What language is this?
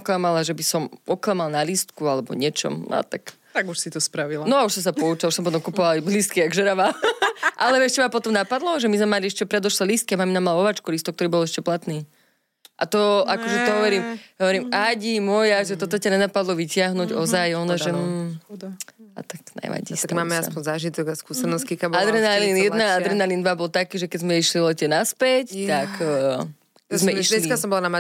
Slovak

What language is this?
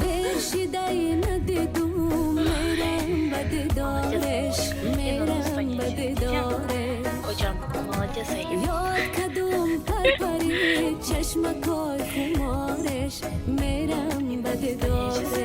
Tajik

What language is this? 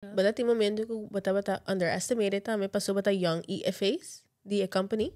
Papiamento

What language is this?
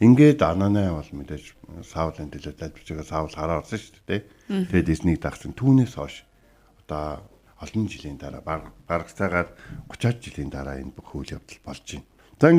Mongolian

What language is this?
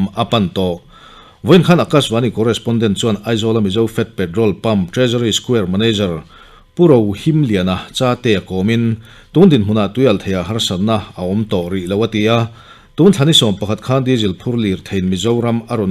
Mizo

